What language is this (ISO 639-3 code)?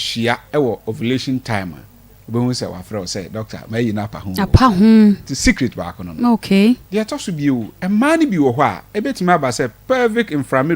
aka